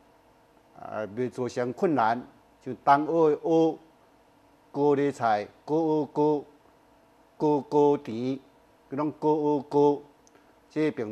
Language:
Min Nan Chinese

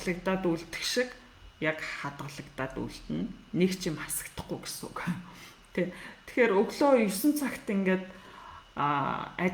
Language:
Mongolian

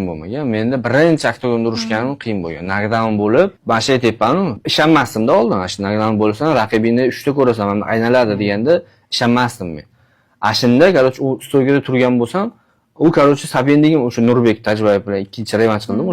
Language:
Uzbek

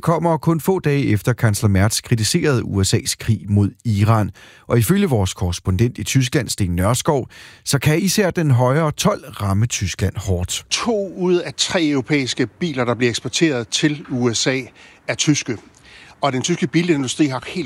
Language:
Danish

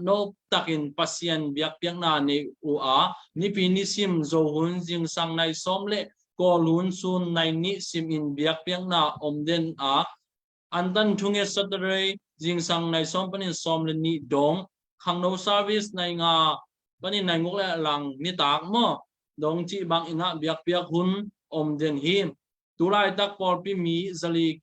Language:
Tedim Chin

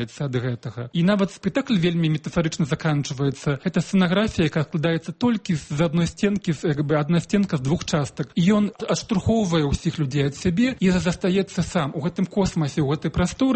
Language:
Belarusian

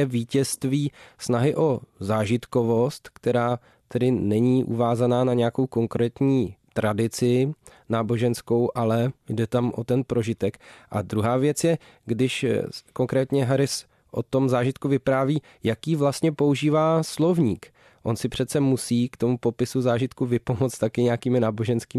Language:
Czech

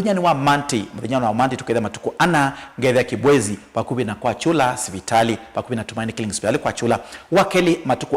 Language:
Kamba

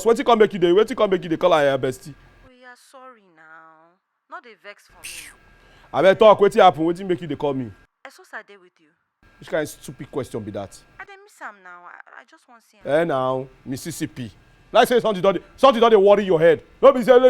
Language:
Nigerian Pidgin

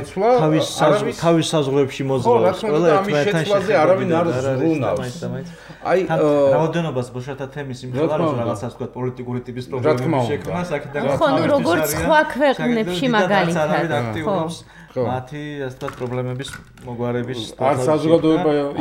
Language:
Georgian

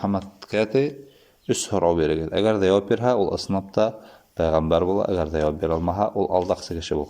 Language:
Bashkir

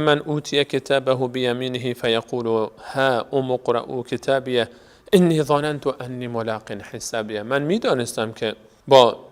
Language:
Persian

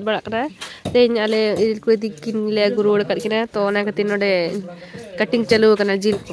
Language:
Santali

